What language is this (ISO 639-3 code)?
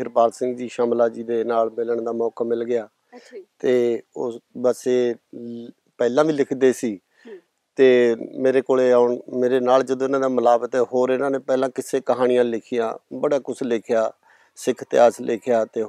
pan